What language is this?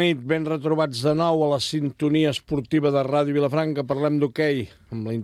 Catalan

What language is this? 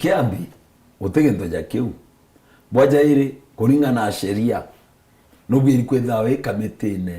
Meru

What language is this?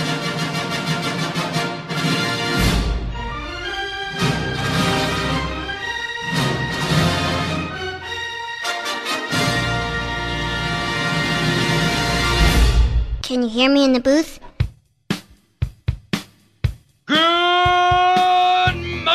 Greek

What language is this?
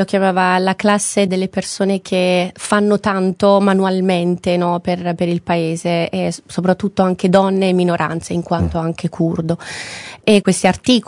Italian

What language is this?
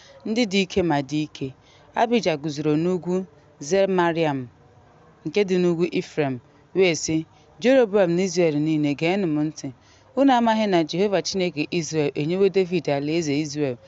Igbo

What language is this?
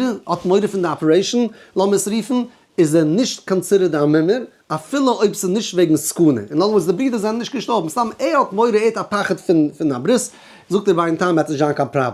Yiddish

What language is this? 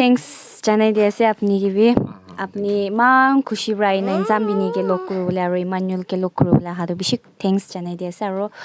Naga Pidgin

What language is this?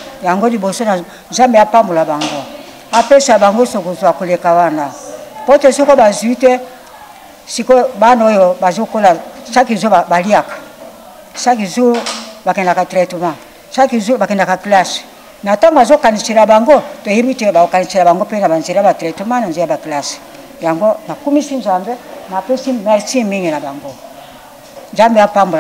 Lingala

